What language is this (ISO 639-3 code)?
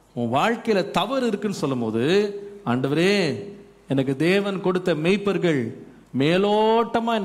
tam